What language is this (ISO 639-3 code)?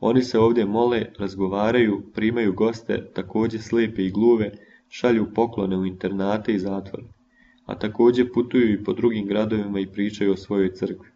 srp